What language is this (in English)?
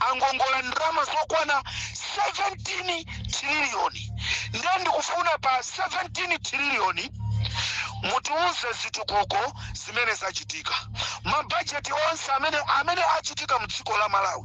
Nyanja